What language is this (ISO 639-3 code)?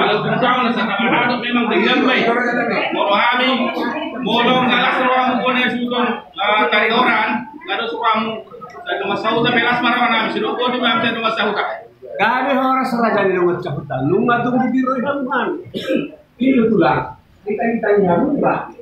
bbc